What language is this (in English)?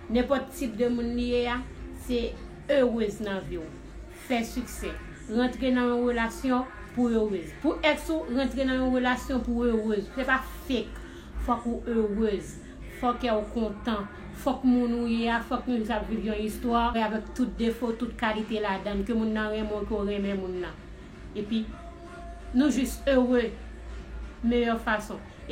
Haitian Creole